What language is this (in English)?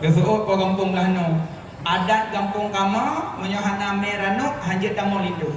Achinese